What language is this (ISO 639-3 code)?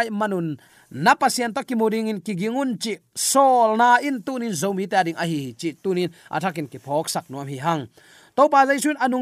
ctd